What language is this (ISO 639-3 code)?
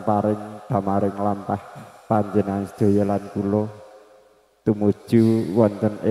jav